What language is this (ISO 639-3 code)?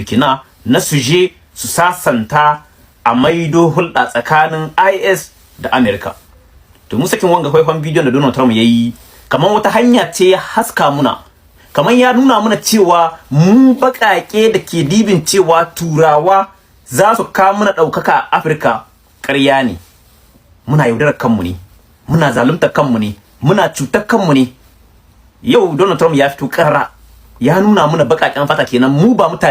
hau